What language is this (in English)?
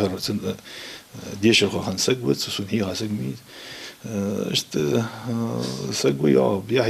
Ingush